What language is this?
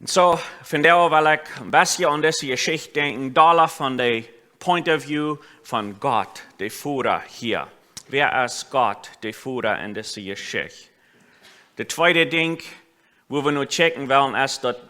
Plautdietsch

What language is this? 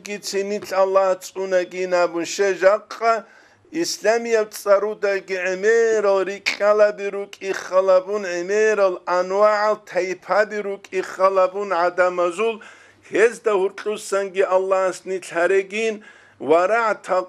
Avaric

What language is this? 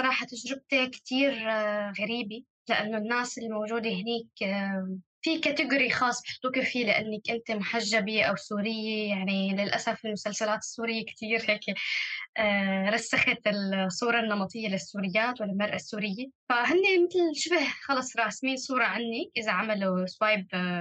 North Levantine Arabic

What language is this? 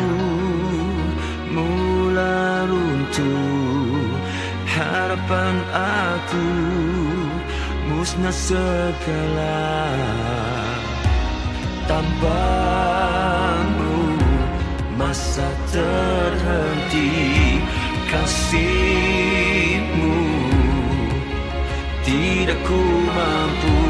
Malay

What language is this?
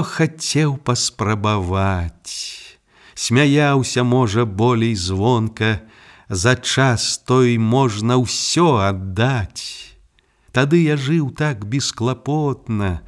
Belarusian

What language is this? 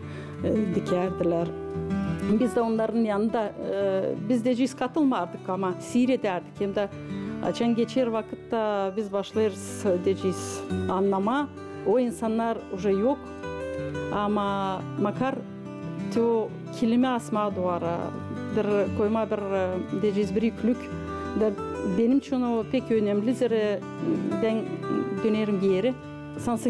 Gagauz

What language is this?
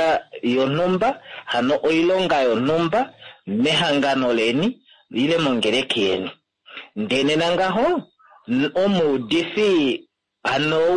Kuanyama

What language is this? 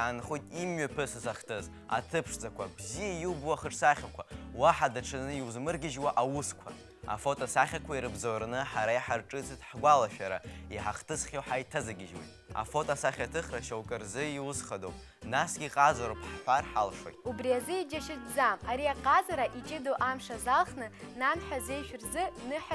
Abkhazian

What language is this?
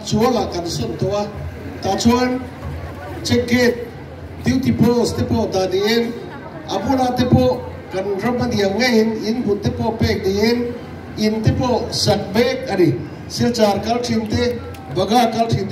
Mizo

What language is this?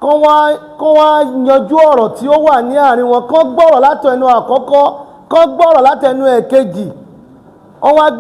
Yoruba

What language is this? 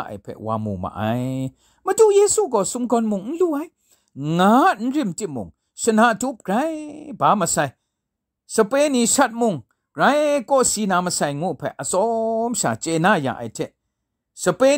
Kachin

